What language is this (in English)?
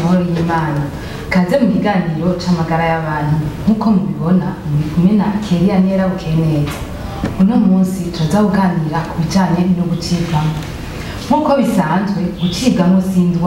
Rundi